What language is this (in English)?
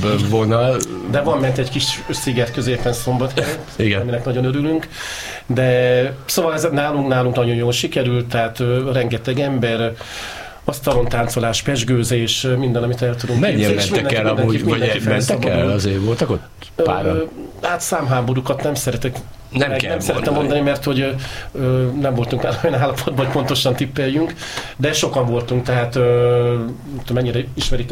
Hungarian